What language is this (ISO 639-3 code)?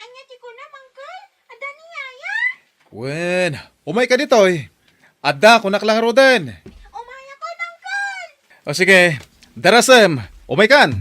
ilo